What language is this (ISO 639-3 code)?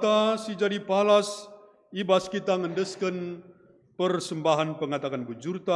btx